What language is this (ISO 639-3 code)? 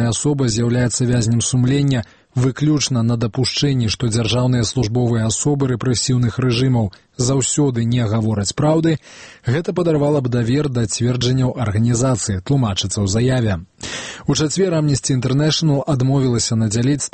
bel